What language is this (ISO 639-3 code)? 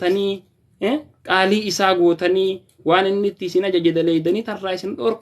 orm